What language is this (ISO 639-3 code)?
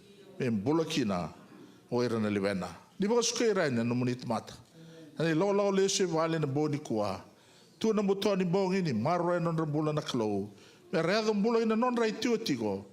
fij